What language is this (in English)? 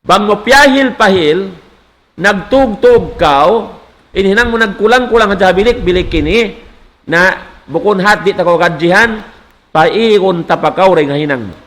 Tausug